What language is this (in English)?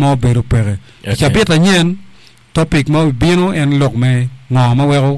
Acoli